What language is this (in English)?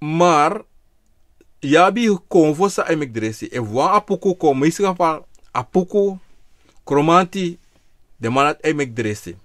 Sranan Tongo